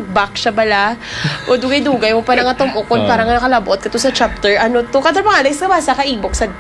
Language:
Hiligaynon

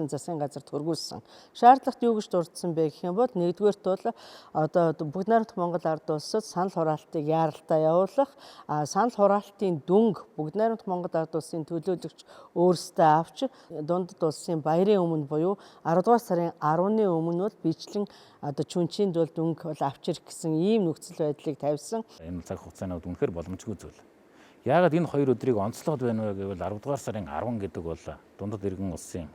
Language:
Mongolian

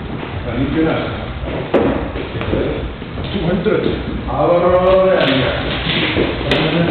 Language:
Icelandic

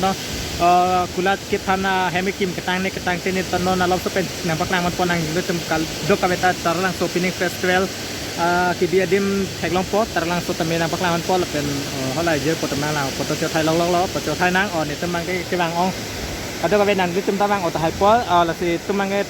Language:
Karbi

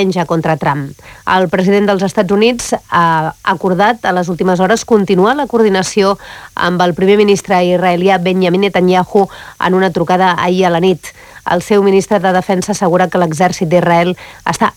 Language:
Catalan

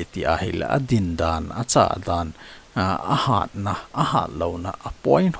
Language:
Thado Chin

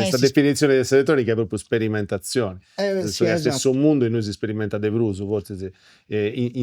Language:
Sardinian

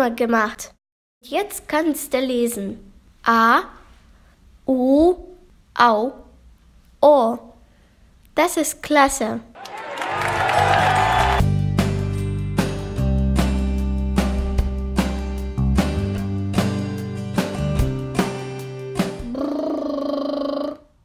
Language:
German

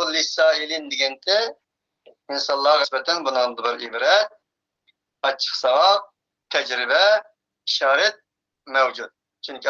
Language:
Uyghur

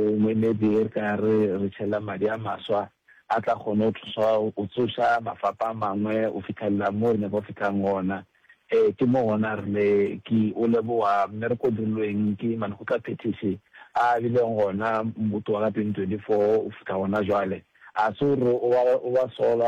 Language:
Northern Sotho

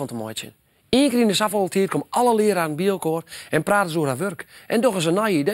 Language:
Western Frisian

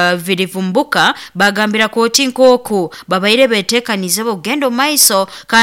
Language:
Nyoro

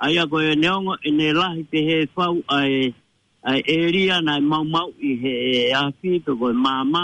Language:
Tongan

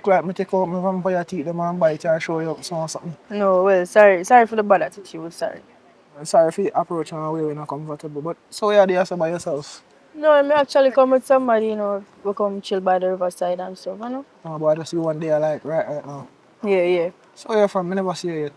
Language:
Jamaican Creole English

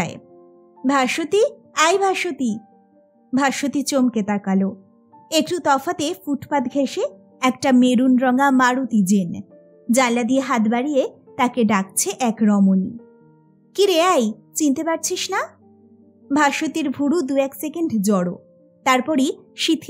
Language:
Bangla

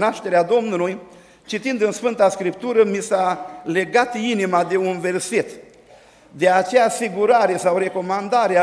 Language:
Romanian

